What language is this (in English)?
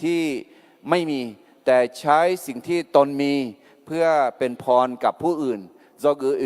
Akha